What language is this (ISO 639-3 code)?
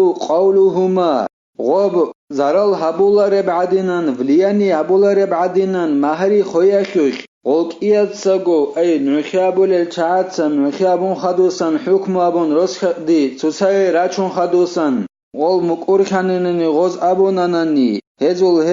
ava